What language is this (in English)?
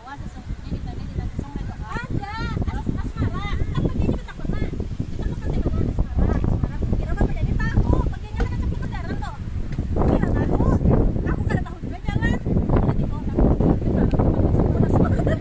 Banjar